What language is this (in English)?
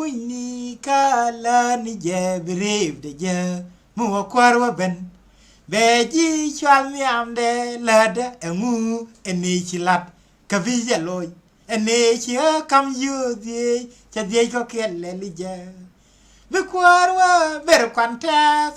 Nuer